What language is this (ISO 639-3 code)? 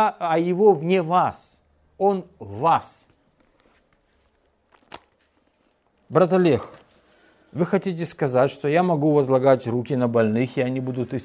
rus